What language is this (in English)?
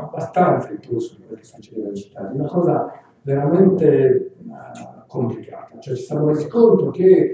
Italian